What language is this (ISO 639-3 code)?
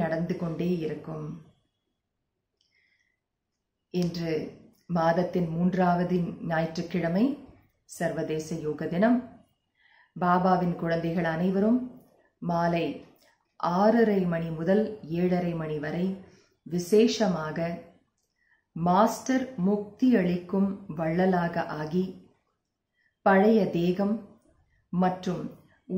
tam